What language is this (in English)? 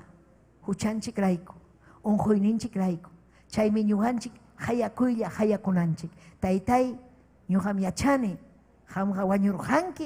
Ayacucho Quechua